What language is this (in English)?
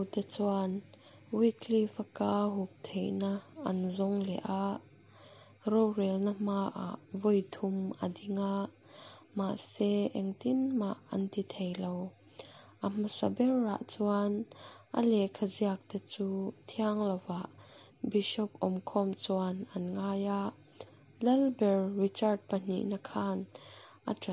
Mizo